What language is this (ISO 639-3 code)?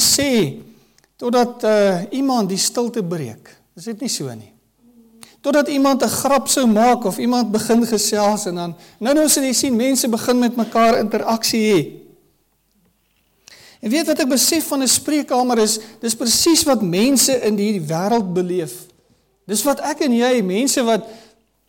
afr